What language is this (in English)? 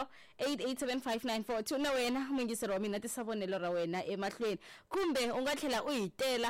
Tsonga